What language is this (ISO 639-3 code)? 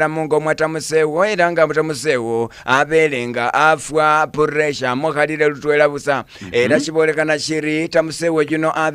myx